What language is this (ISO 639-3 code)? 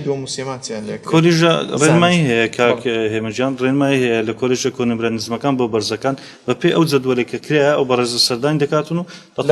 ckb